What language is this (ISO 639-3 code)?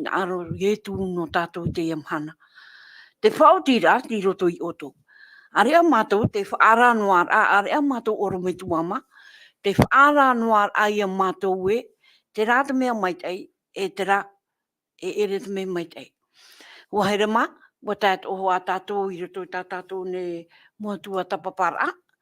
tah